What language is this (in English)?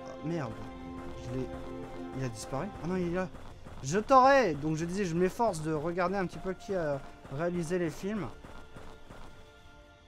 French